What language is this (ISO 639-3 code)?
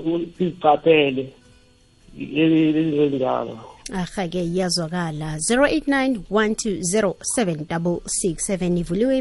nbl